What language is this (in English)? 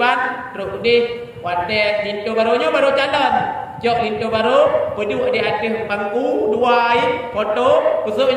Achinese